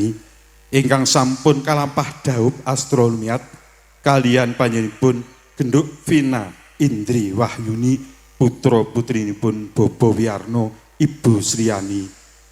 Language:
Javanese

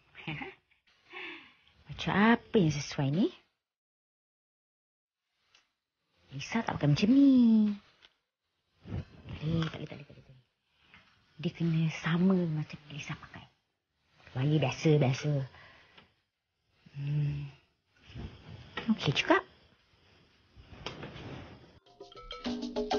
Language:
Malay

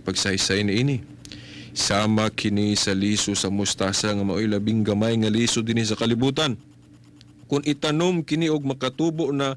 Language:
Cebuano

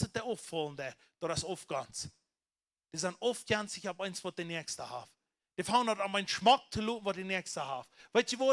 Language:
Plautdietsch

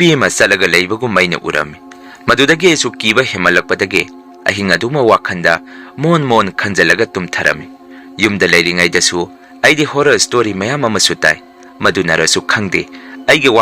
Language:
Manipuri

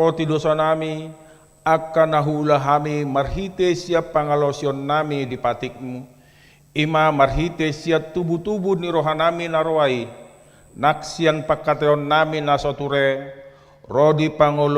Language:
Batak Toba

